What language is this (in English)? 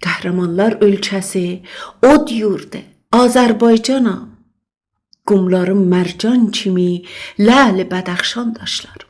South Azerbaijani